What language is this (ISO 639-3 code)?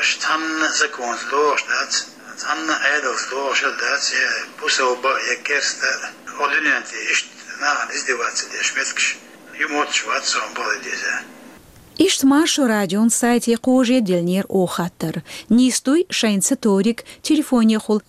che